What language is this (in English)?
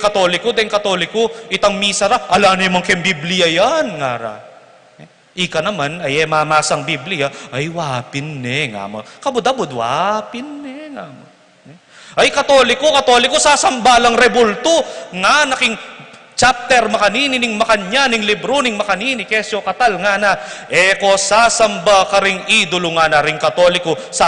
Pampanga